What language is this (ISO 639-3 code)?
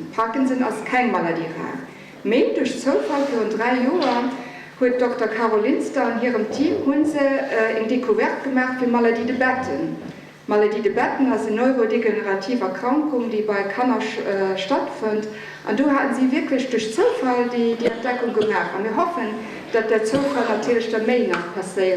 ltz